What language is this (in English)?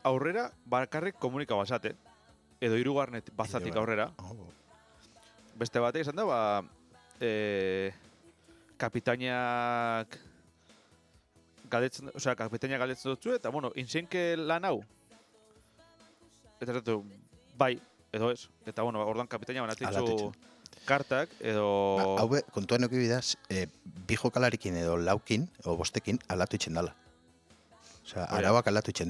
Basque